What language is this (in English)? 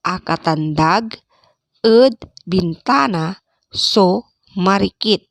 Pangasinan